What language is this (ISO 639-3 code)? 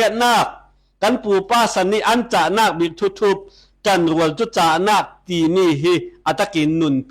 cfm